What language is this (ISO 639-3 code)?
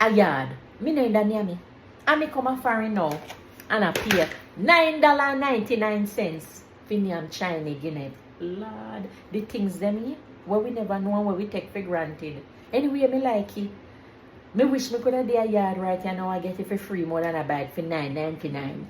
jam